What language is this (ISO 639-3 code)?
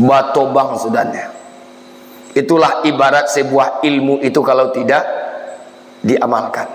min